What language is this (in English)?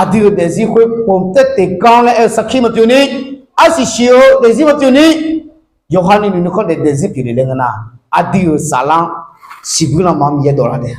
Akha